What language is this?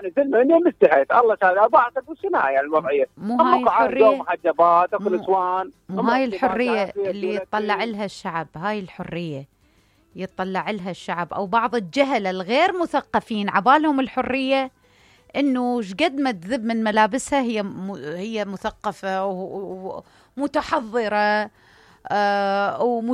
Mesopotamian Arabic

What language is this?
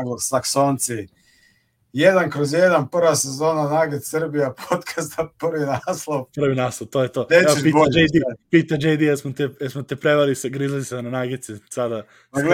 Serbian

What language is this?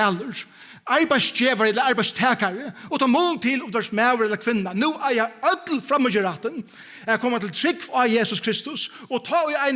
Faroese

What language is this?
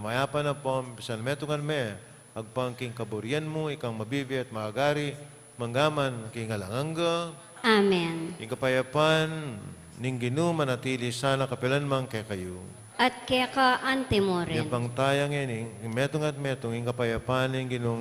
Pampanga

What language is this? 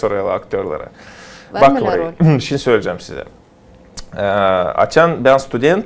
Gagauz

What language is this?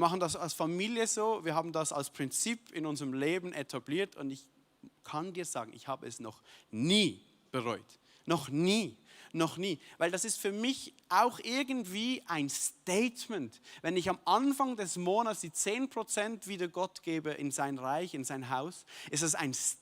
Swiss German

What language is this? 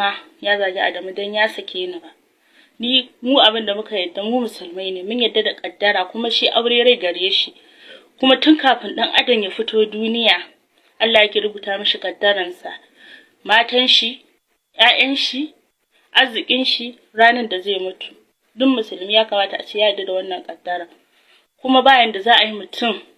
Hausa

